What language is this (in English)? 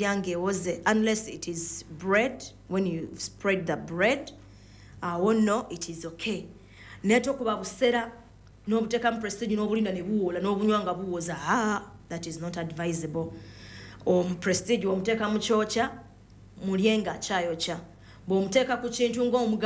Ganda